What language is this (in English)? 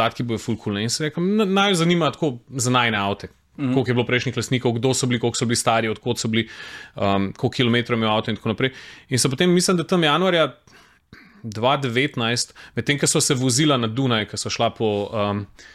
Slovenian